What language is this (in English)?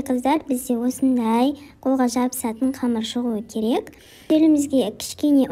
Kazakh